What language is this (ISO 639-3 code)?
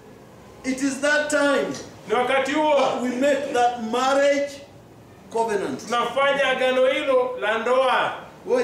swa